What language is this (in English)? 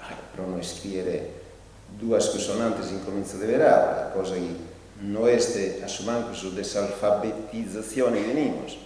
Sardinian